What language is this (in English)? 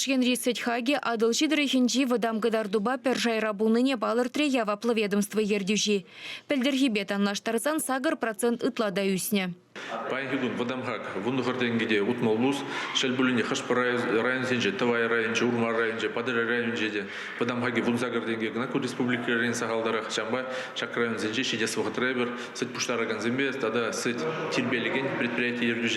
Chuvash